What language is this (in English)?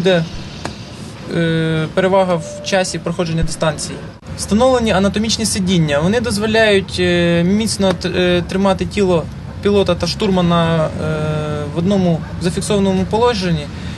Ukrainian